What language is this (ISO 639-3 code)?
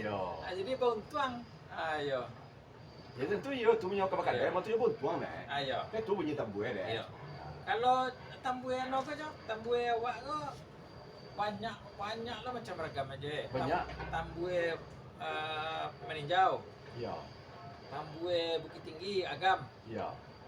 min